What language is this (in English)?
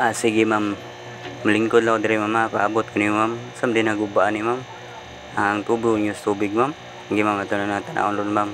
Cebuano